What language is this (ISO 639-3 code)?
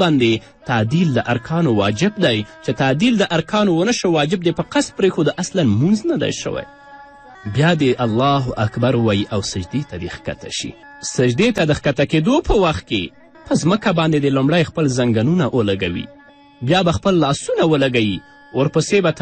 pus